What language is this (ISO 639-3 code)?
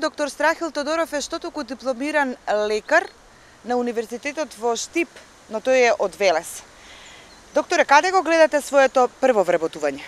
mkd